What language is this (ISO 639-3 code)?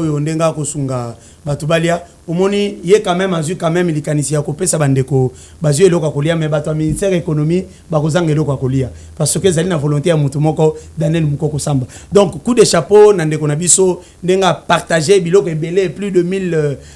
lin